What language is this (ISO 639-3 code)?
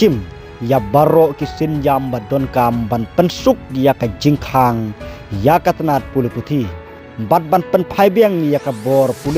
kha